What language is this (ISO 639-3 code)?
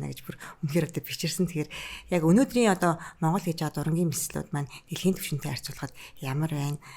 mon